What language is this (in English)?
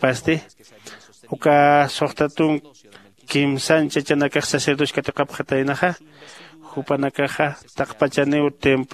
Aymara